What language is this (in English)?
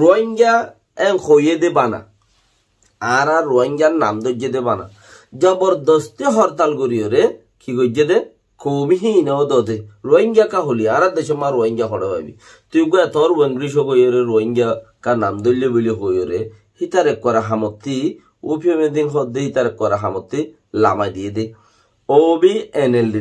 Rohingya